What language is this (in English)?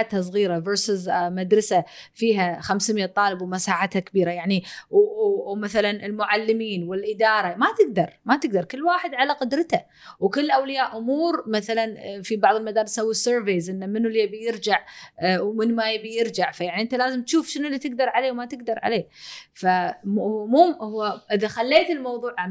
Gulf Arabic